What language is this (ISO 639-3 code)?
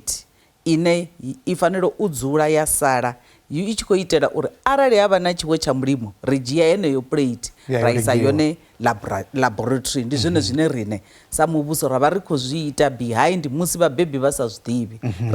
ven